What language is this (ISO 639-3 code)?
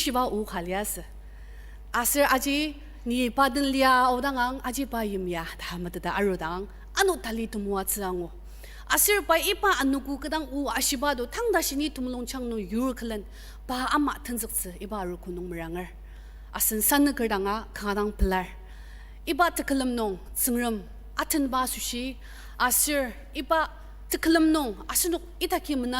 njo